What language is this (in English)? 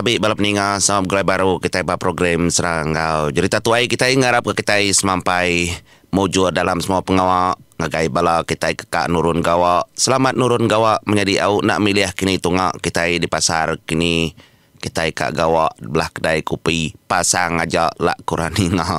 Iban